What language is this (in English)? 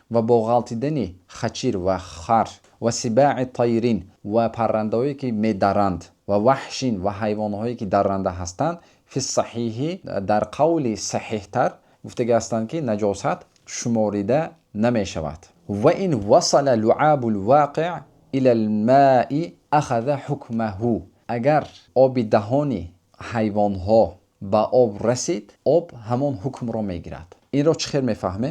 Tajik